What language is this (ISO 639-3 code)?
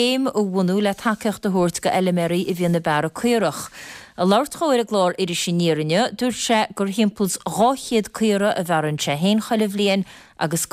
gle